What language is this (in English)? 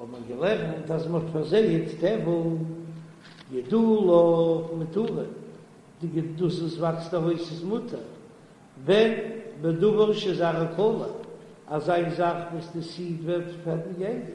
Yiddish